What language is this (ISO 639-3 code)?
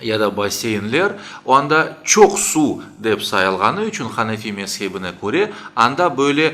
crh